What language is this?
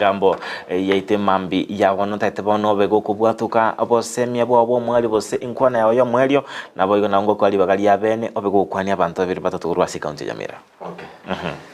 Gusii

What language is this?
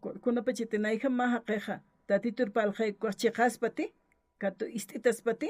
Aymara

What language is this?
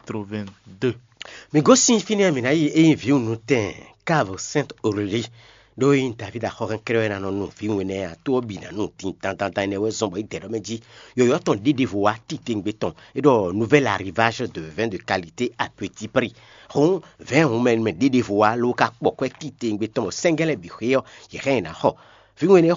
Fon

